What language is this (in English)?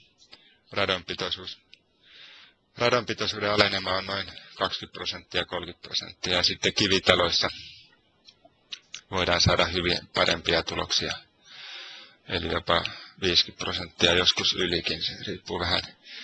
Finnish